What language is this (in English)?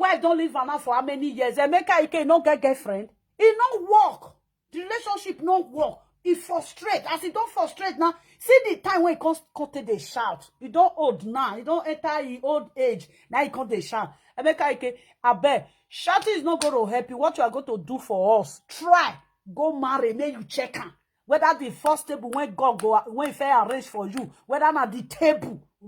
Nigerian Pidgin